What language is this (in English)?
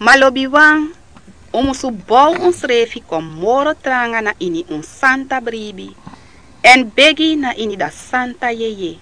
Sranan Tongo